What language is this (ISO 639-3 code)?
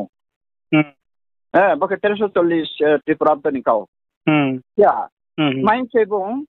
ria